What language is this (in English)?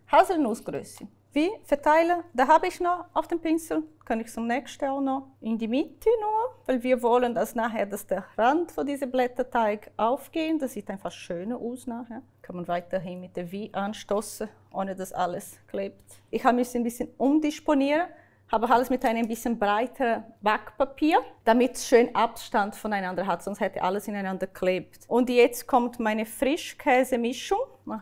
Swiss German